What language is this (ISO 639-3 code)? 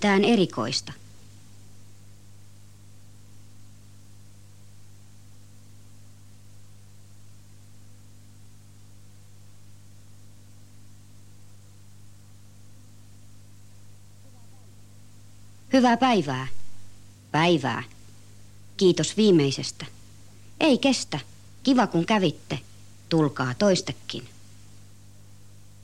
fin